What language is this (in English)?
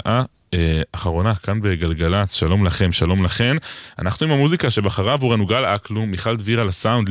Hebrew